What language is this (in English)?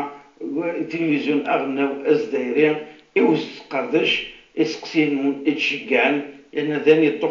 Kabyle